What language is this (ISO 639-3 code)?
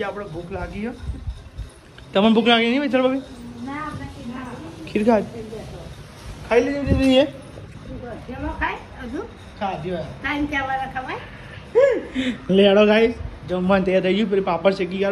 guj